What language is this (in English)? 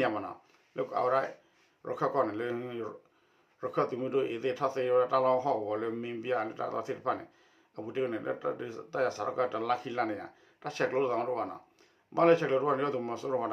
S'gaw Karen